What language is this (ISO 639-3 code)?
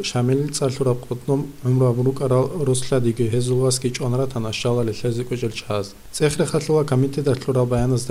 ava